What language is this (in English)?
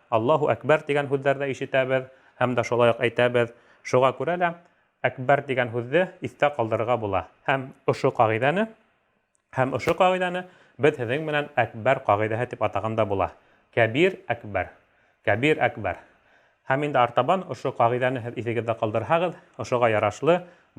Bashkir